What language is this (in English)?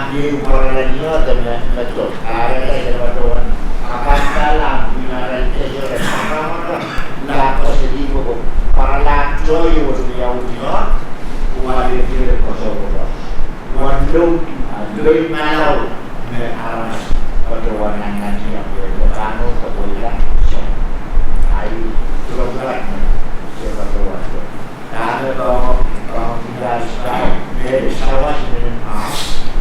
Pohnpeian